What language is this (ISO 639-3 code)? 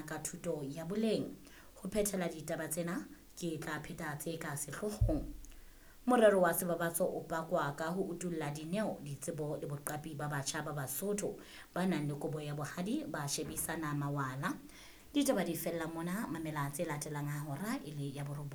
sot